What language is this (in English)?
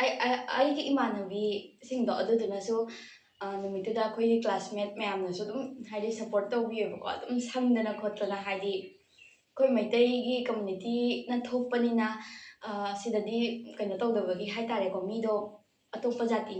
Manipuri